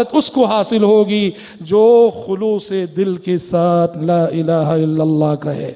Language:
Urdu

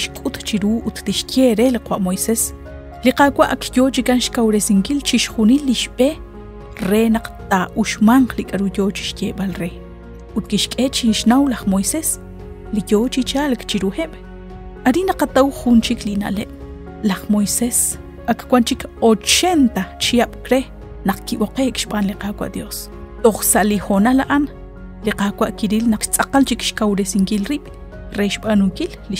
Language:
Kekchí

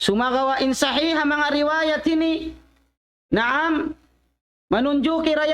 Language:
Tausug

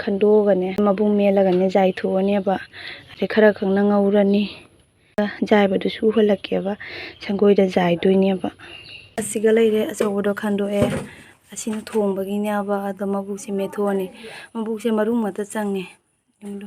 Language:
Manipuri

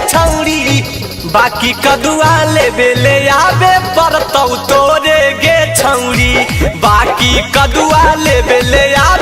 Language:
Magahi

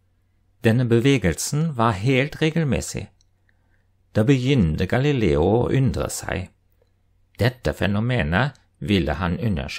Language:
Norwegian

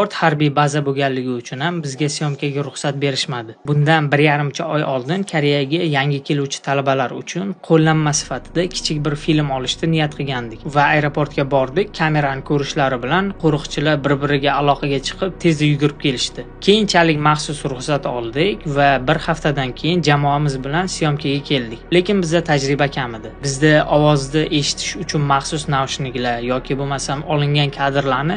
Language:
Uzbek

